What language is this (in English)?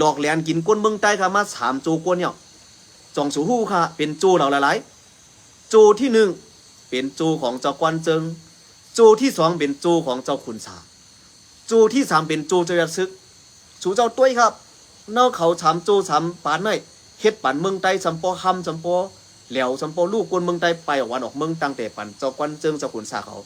Shan